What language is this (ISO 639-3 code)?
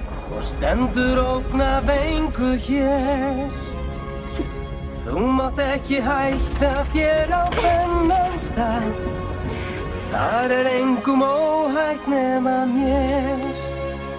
isl